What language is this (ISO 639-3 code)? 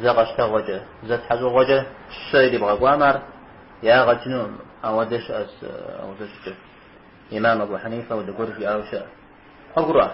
kbd